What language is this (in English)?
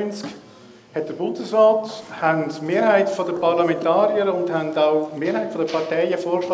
German